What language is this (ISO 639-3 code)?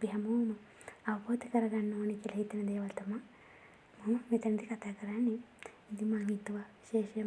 sin